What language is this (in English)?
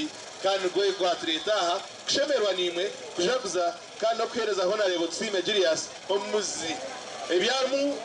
Nyankole